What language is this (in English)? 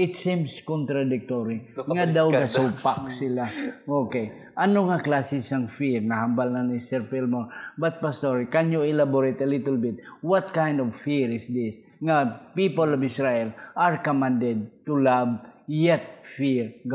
Hiligaynon